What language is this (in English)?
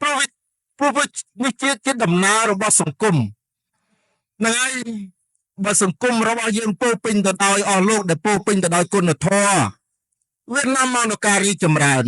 Khmer